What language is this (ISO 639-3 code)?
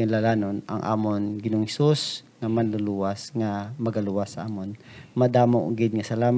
hil